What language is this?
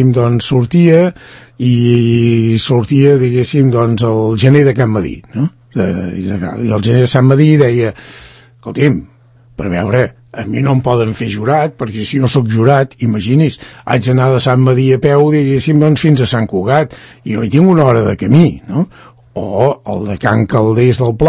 Catalan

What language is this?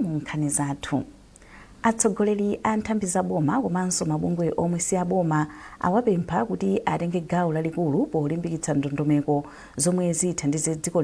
Nyanja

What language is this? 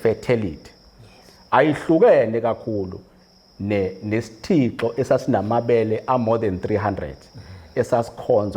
Zulu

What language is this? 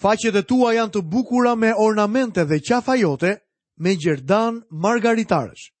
Albanian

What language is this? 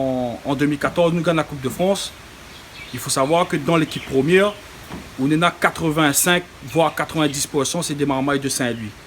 Réunion Creole French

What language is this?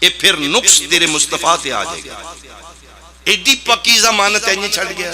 Pahari-Potwari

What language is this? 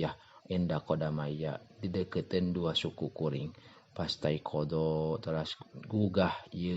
Sundanese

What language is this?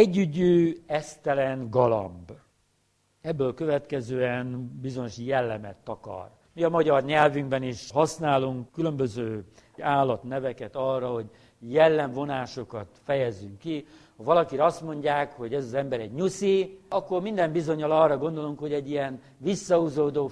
Hungarian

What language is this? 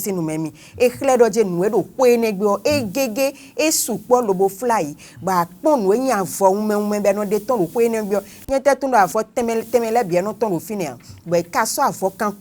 Fon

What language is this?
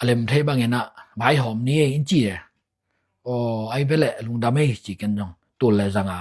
Tedim Chin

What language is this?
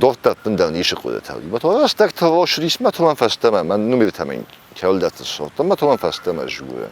Ossetic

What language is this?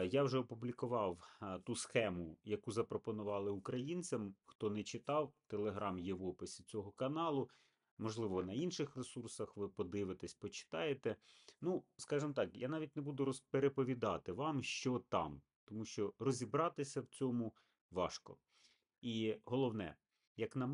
Ukrainian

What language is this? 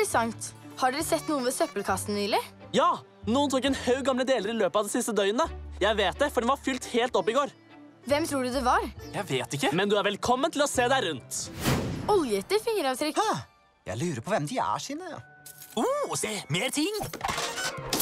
Norwegian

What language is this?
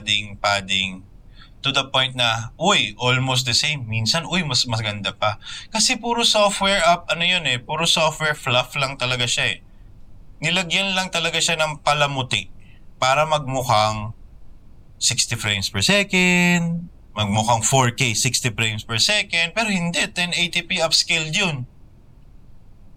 Filipino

